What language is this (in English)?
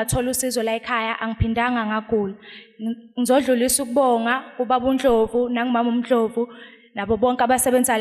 Zulu